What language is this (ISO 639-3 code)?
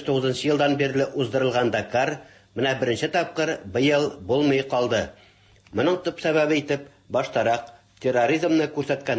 tat